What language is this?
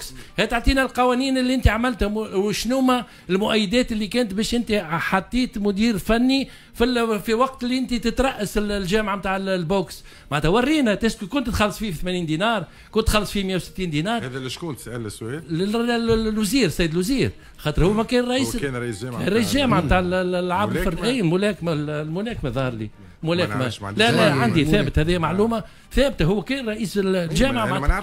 Tunisian Arabic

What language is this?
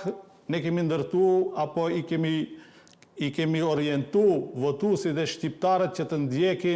Albanian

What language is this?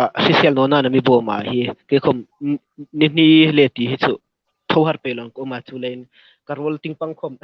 Hmar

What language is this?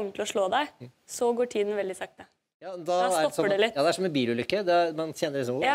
Norwegian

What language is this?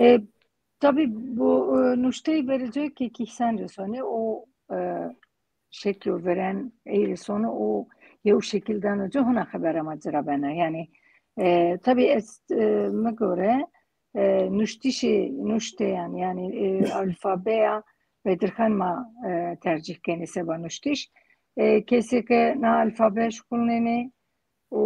Zaza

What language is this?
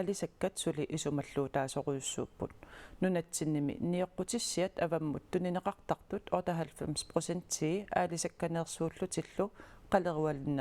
Kalaallisut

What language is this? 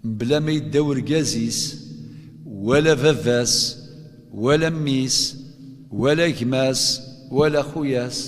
Kabyle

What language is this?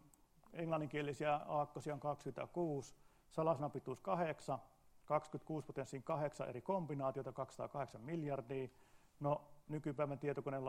Finnish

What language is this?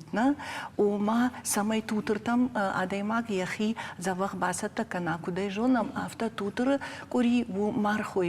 Ossetic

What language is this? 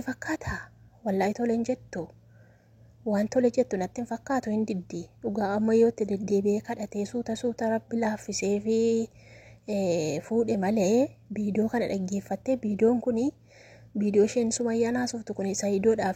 Oromo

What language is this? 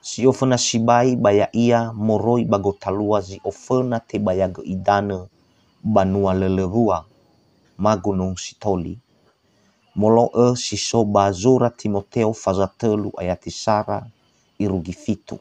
Nias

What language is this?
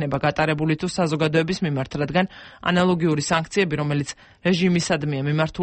Georgian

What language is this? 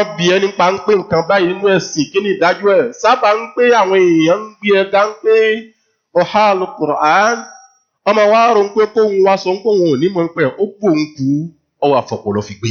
Yoruba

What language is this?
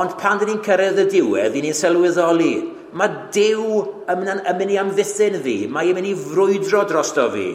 Welsh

